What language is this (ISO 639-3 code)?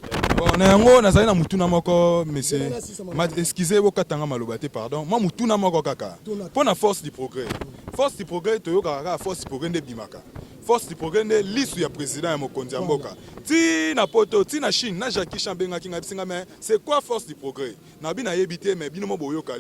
lin